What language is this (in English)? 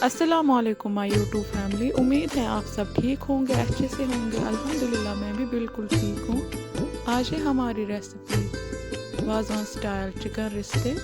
Kashmiri